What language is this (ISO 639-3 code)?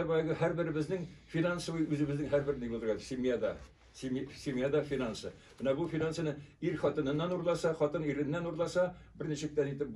tat